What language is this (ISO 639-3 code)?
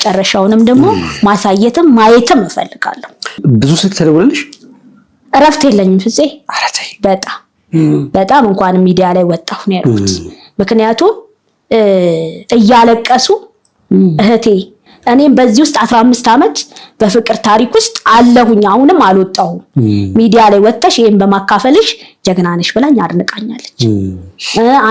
amh